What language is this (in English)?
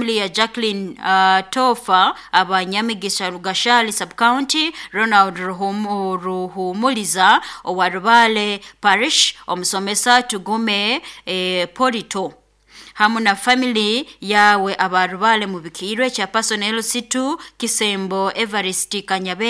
Nyoro